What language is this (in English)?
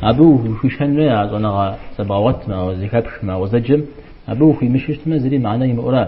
Kabardian